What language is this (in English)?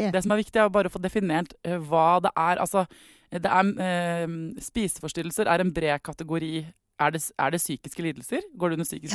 Norwegian